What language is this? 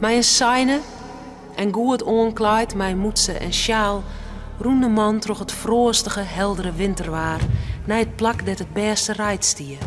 Western Frisian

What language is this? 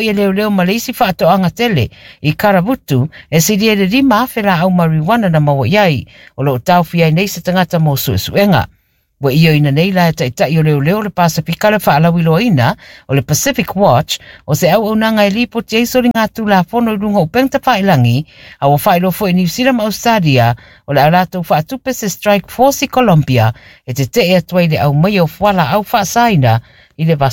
Samoan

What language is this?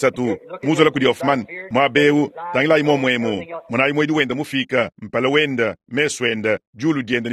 Luba-Lulua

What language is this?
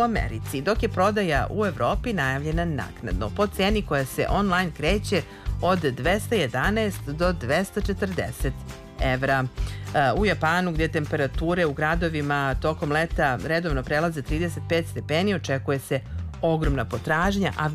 Serbian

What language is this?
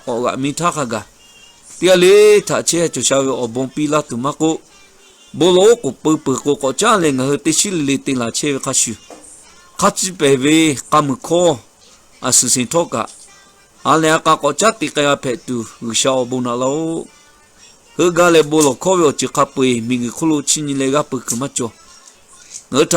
Lahu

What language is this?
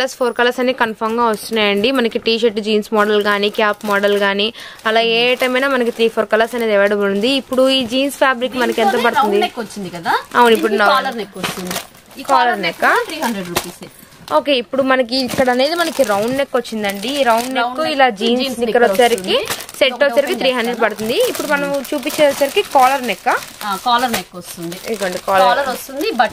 Telugu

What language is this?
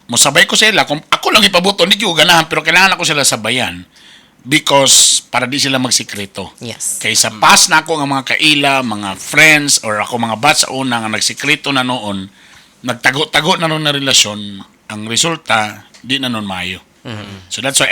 Cebuano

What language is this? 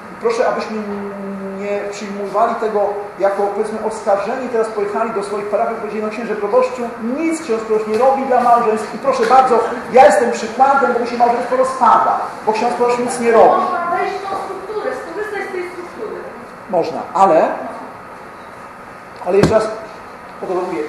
Polish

